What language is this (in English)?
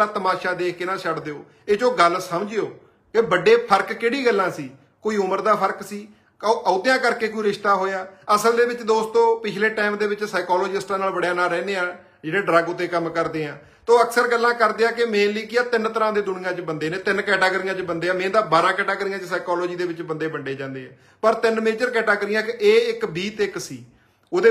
Punjabi